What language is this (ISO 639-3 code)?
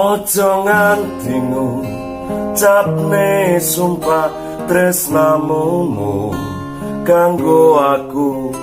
jav